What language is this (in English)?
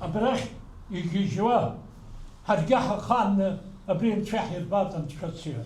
Abkhazian